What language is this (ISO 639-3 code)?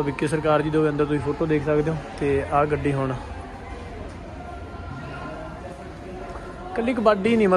pan